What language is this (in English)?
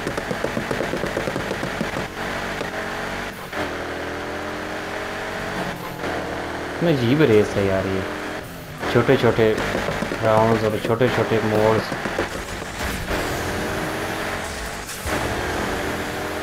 Hindi